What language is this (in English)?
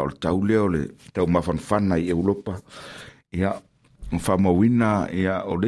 Samoan